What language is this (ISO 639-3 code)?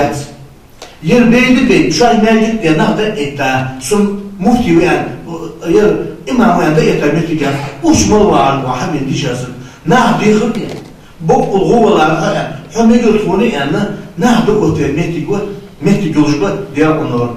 inh